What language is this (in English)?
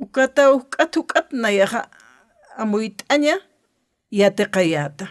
Aymara